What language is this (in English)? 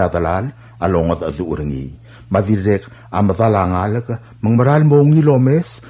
Palauan